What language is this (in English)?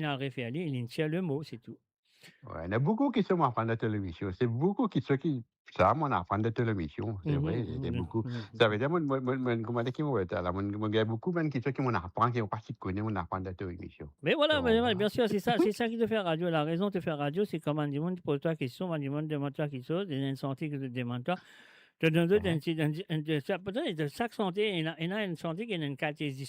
Morisyen